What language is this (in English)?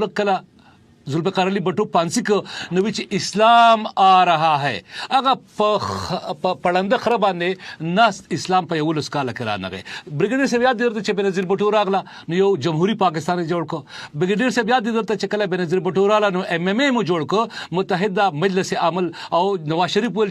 Pashto